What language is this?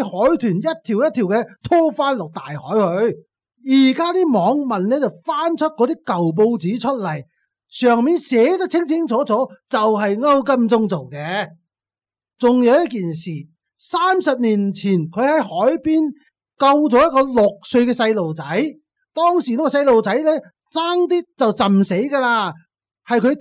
Cantonese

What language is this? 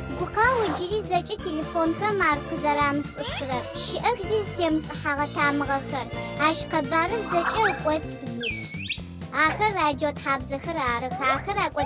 Adyghe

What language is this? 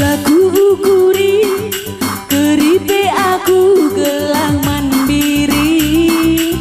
Batak Karo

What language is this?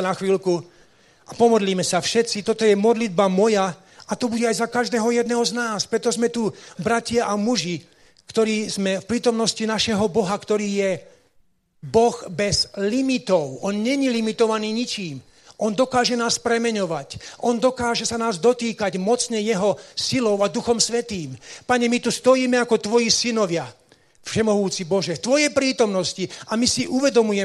Slovak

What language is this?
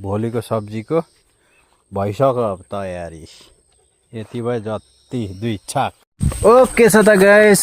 Nepali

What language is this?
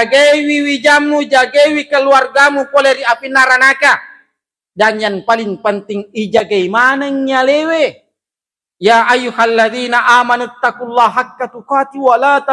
Buginese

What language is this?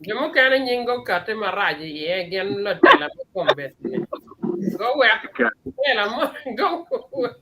Acoli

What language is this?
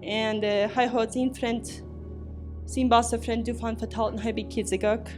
Plautdietsch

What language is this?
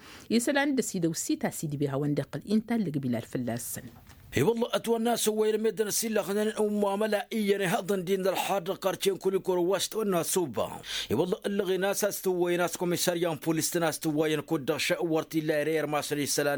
Tamasheq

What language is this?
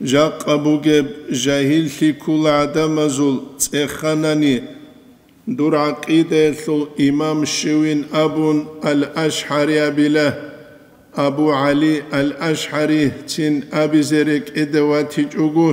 Avaric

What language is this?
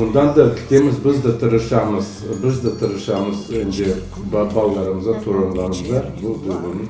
Crimean Tatar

